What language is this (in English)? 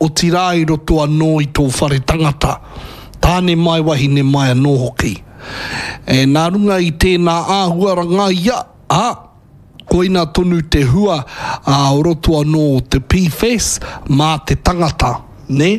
Māori